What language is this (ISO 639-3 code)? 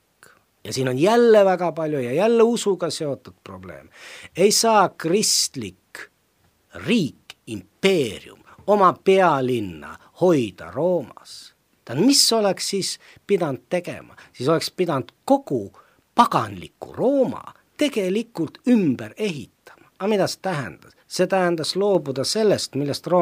est